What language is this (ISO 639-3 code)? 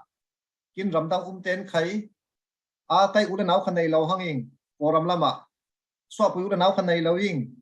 cfm